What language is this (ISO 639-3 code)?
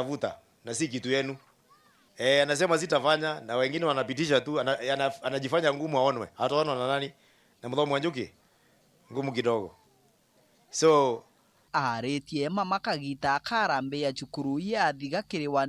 mer